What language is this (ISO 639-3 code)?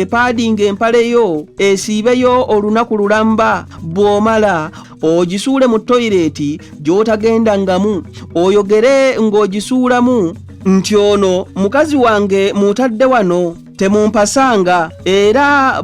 lug